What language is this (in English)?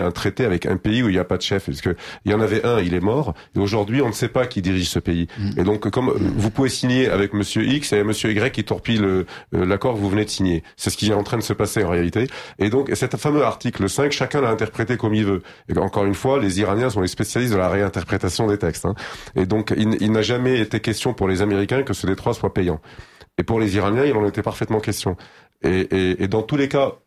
French